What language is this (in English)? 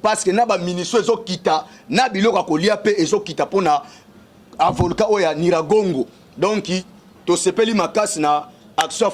Lingala